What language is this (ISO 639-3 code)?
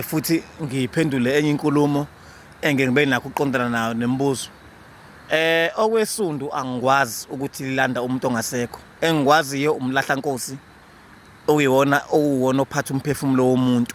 zul